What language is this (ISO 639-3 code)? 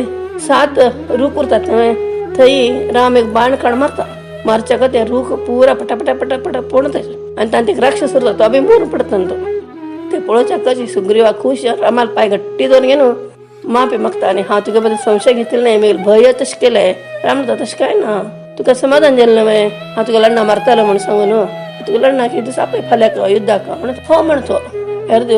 kok